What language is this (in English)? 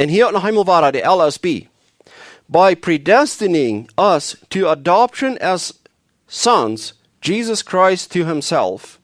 Plautdietsch